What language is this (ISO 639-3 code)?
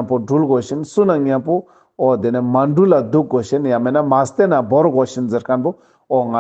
lbj